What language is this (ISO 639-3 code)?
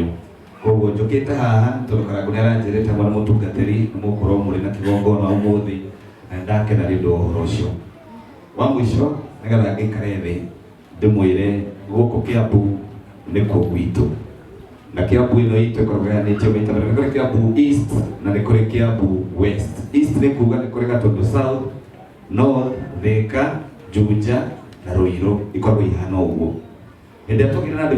kik